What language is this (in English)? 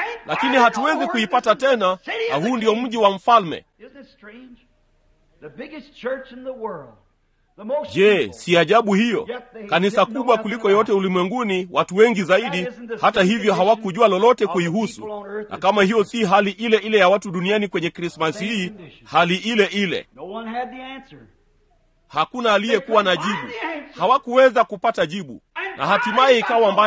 Swahili